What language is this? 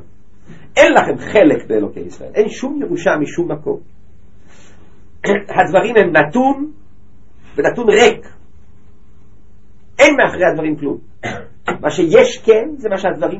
Hebrew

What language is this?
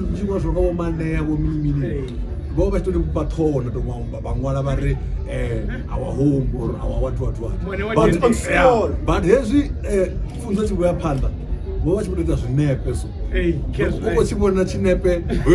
Venda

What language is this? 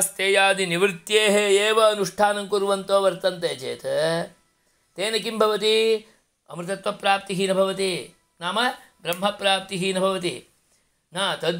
Sanskrit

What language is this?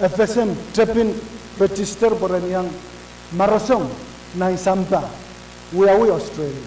Pohnpeian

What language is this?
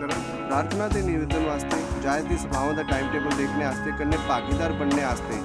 Dogri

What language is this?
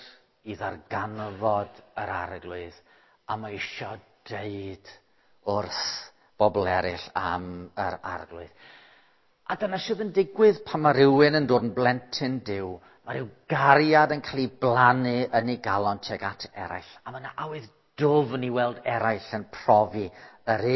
Welsh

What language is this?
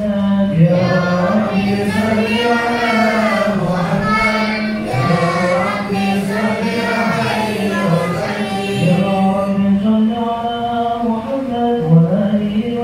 Arabic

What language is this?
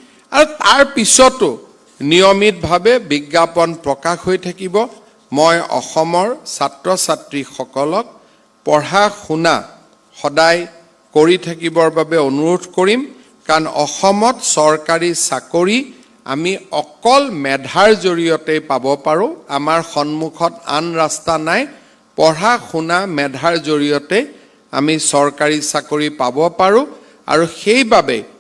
Assamese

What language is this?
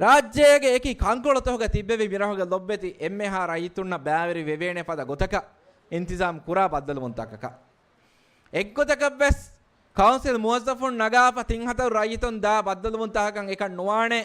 Divehi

